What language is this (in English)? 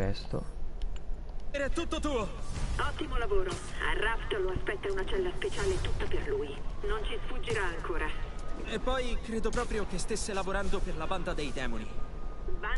Italian